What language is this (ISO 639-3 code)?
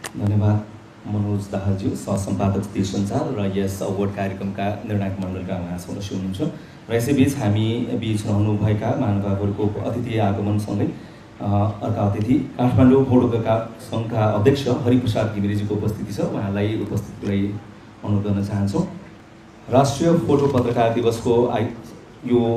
nep